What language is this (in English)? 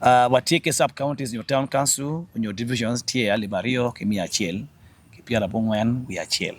Acoli